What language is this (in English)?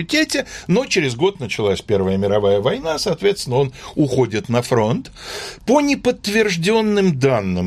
Russian